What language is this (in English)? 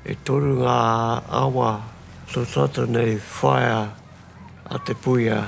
Māori